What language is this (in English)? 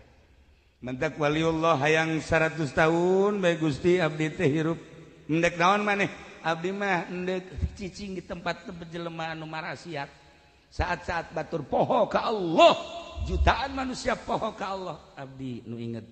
Sundanese